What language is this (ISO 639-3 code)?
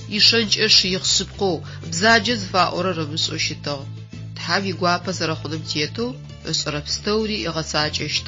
ady